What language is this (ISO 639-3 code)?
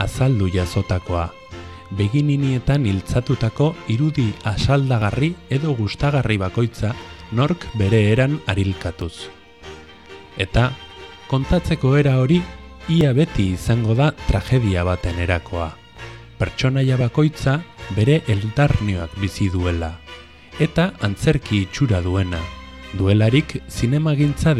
eus